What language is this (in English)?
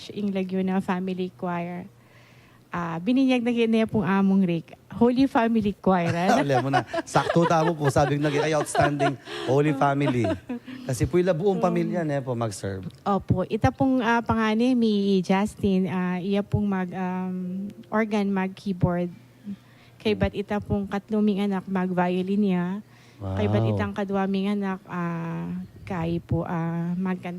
Pampanga